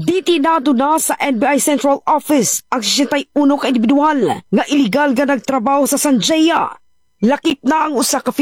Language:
Cebuano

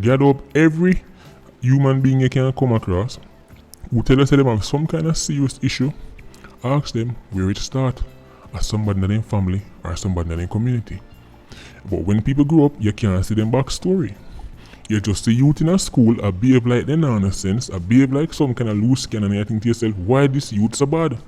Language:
Jamaican Creole English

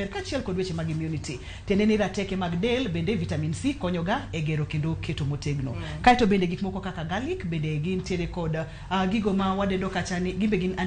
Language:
Luo (Kenya and Tanzania)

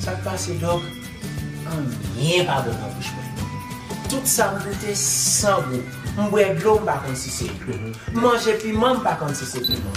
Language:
Haitian Creole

